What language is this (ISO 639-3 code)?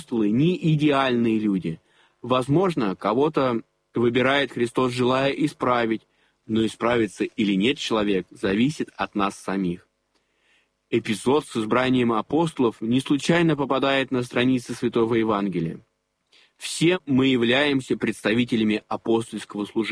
rus